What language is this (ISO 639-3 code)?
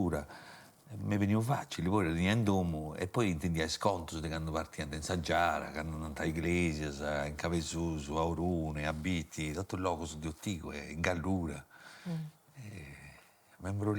srd